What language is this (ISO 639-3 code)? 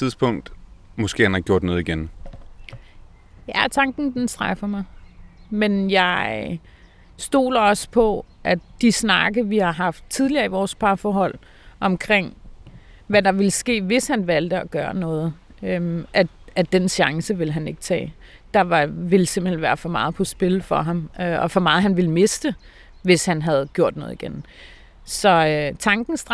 dan